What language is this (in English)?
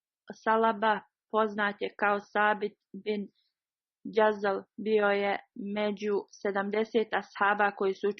Bosnian